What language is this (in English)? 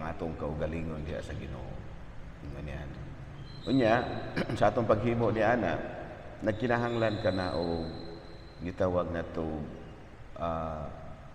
Cebuano